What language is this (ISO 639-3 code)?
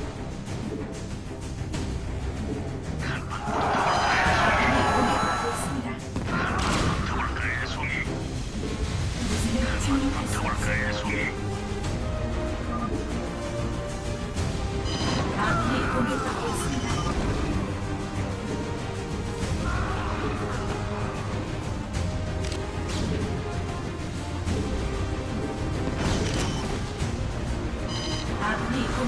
kor